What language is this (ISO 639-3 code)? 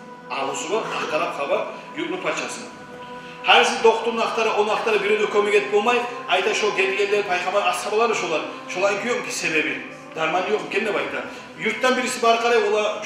kum